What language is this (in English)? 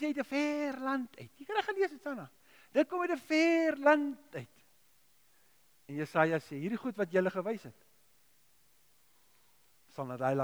Afrikaans